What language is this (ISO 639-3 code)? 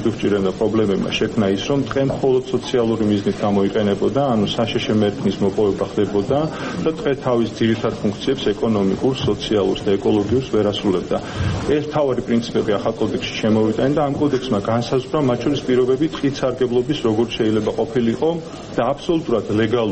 kat